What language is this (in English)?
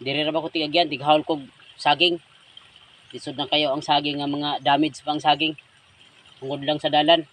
Cebuano